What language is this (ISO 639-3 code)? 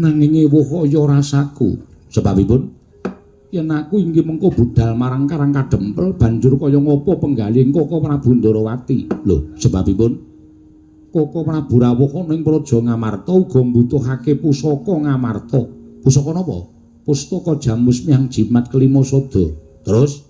jav